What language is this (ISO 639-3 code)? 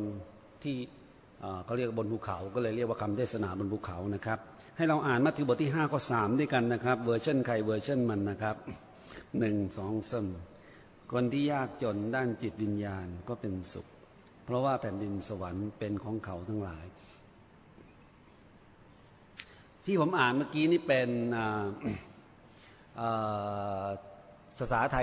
tha